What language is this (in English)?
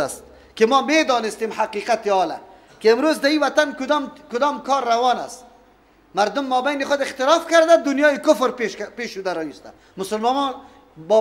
Persian